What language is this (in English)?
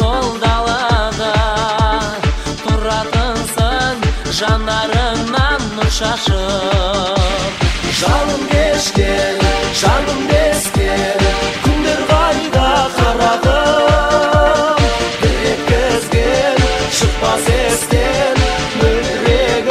Kazakh